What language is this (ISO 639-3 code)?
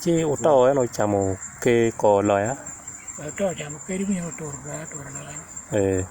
ach